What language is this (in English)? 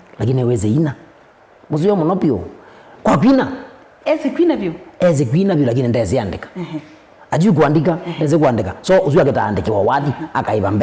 Kamba